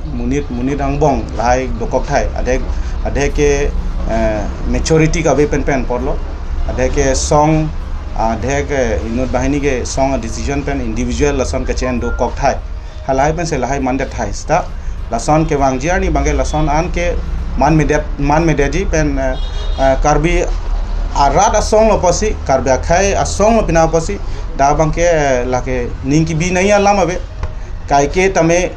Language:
Karbi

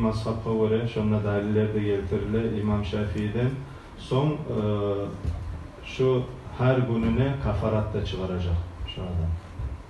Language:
Kumyk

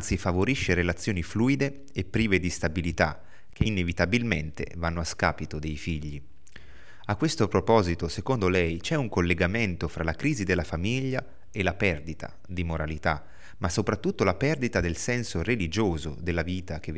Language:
Italian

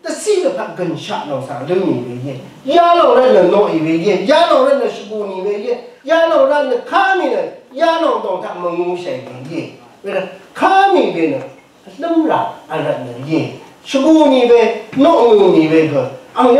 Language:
Rawang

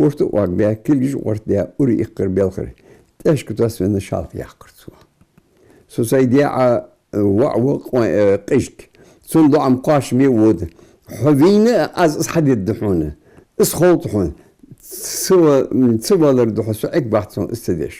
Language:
Ingush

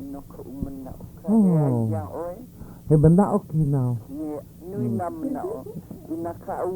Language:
Hawaiian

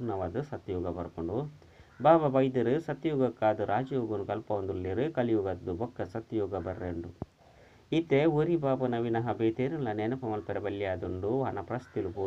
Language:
Tulu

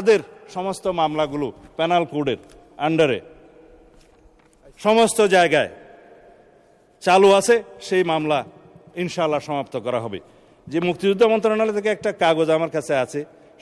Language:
Bangla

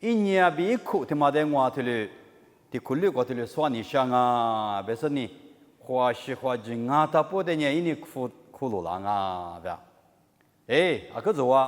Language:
Lisu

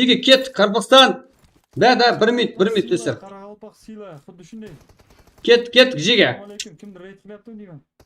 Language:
Kara-Kalpak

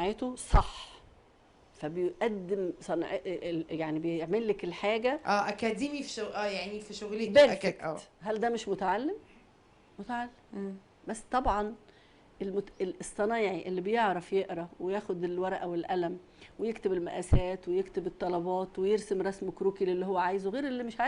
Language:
Egyptian Arabic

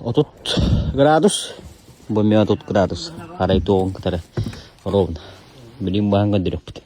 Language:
Yakut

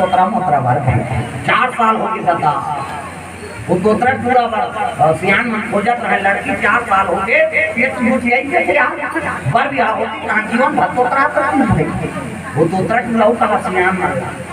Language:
Chhattisgarhi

